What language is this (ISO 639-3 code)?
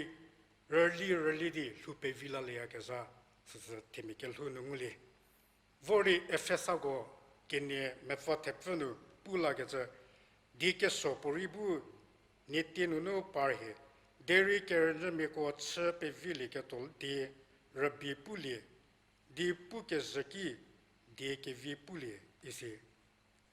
njm